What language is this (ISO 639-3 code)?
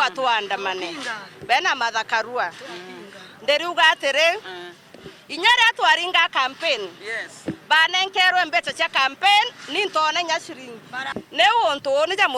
mer